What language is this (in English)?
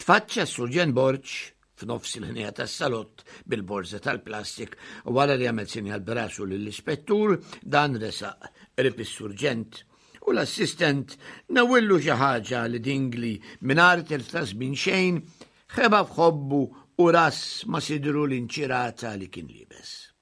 Maltese